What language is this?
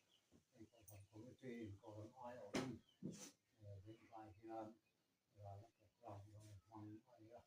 Mizo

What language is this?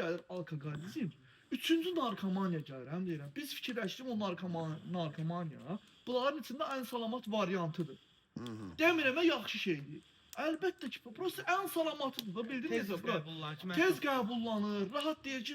Azerbaijani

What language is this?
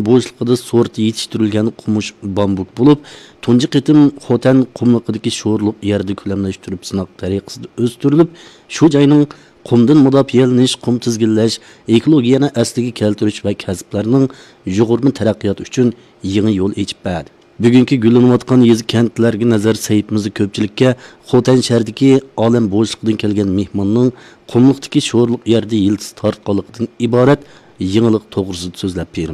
Uyghur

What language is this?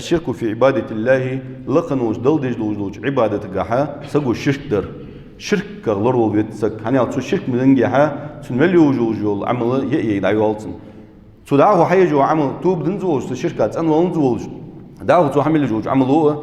Ingush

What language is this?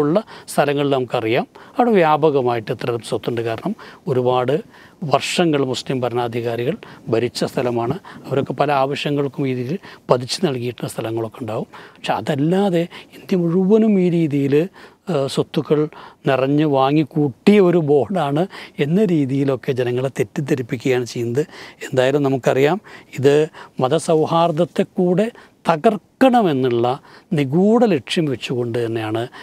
Malayalam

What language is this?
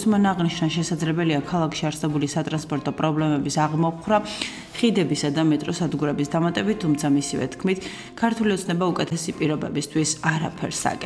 Georgian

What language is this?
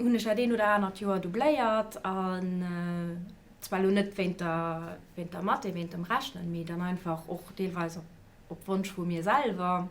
Luxembourgish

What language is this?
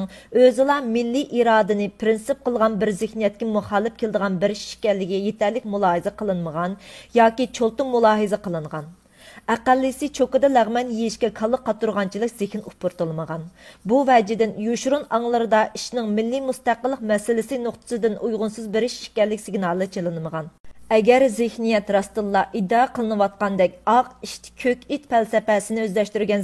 Uyghur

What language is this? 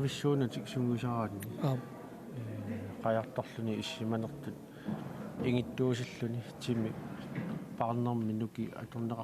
Kalaallisut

